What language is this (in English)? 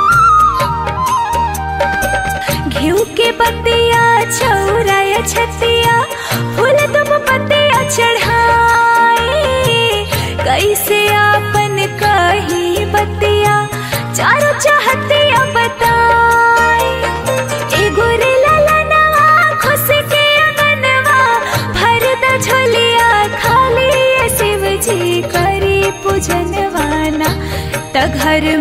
Bhojpuri